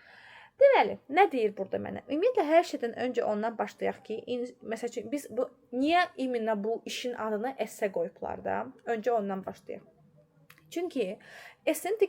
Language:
Azerbaijani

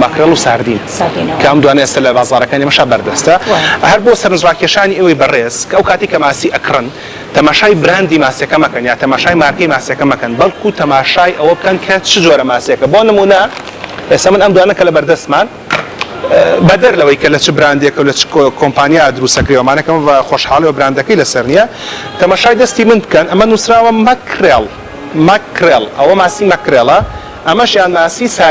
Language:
Central Kurdish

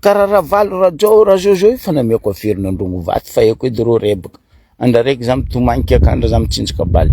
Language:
Malagasy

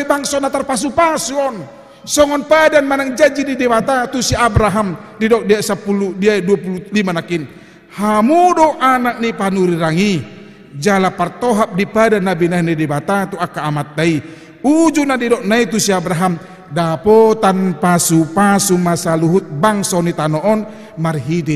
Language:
Batak Toba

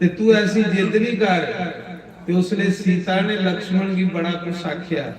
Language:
Dogri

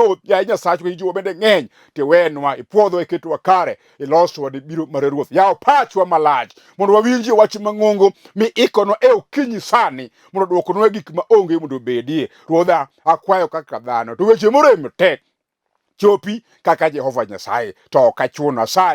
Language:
Luo (Kenya and Tanzania)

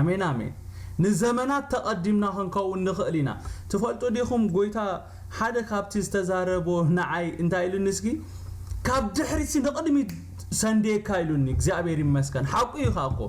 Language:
Tigrinya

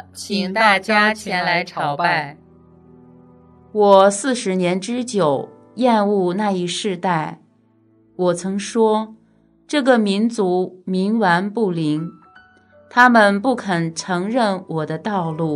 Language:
Chinese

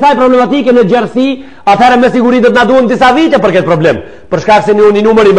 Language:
Albanian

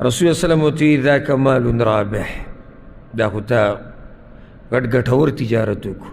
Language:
Pashto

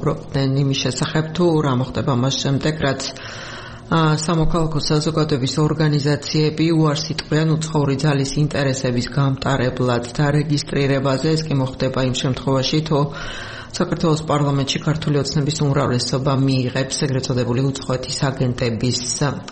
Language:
Georgian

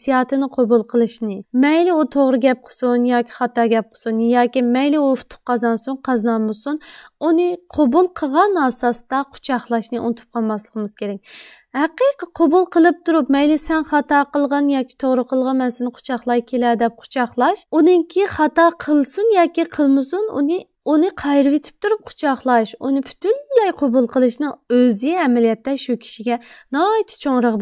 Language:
Uyghur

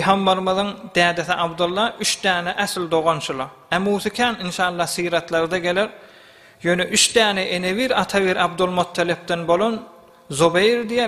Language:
Turkmen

